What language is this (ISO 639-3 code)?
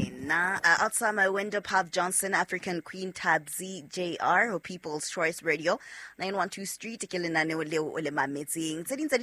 sot